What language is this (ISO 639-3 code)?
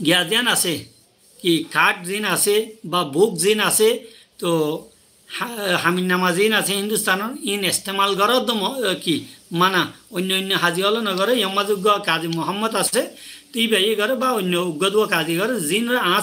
rhg